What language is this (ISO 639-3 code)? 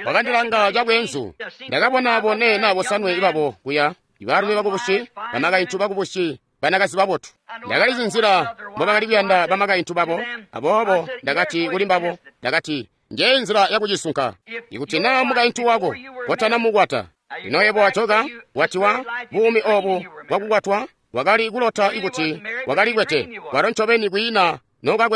toi